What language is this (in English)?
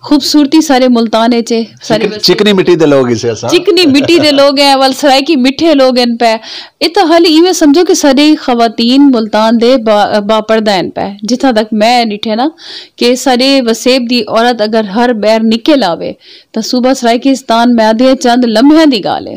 Saraiki